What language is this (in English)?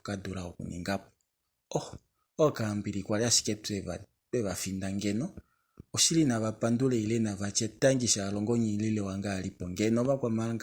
Kuanyama